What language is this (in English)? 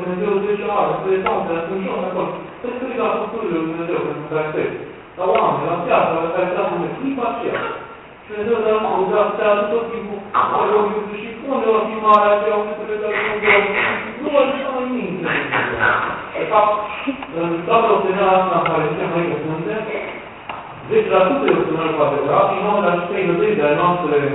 Romanian